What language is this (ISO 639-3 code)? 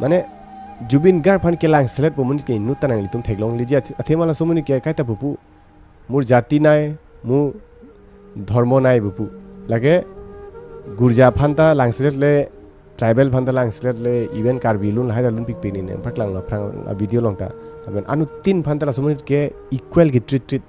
mjw